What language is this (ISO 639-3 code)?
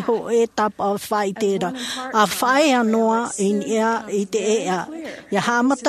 tah